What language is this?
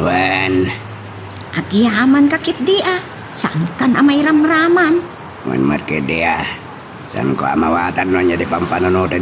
Iloko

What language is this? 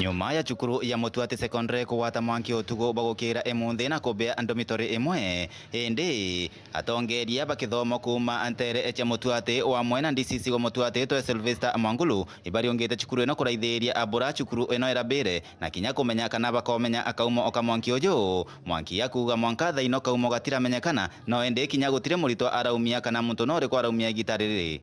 Meru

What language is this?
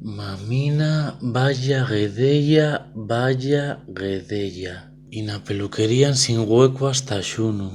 Asturian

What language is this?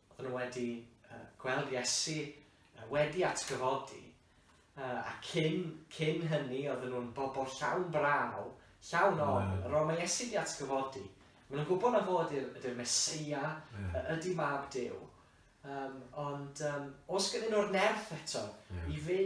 Welsh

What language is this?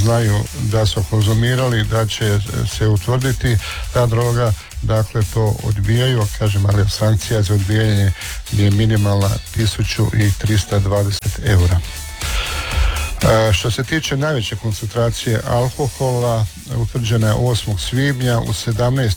Croatian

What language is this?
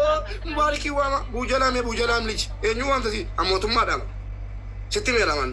Oromo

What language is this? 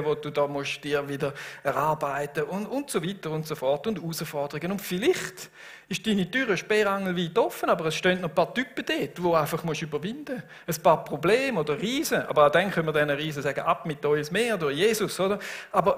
Swiss German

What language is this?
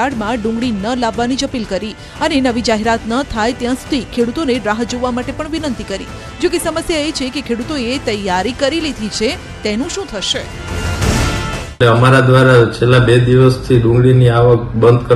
Gujarati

